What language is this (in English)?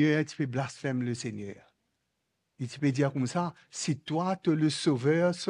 Morisyen